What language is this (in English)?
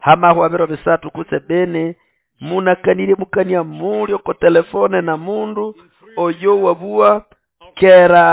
Nande